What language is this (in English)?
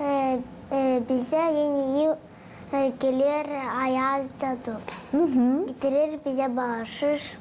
Gagauz